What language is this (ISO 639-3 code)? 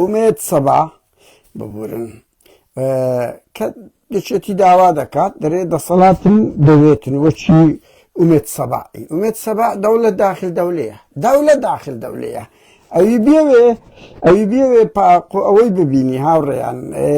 ckb